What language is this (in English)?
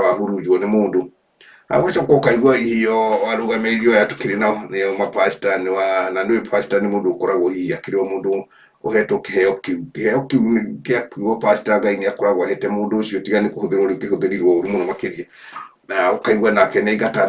Kikuyu